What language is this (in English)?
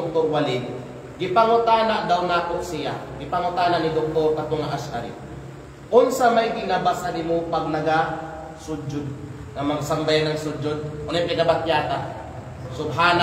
Kalagan